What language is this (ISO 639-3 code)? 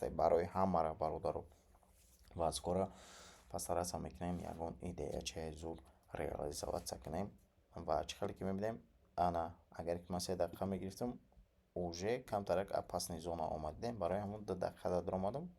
tgk